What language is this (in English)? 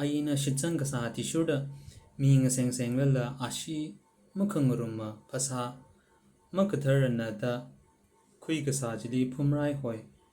Tangkhul Naga (India)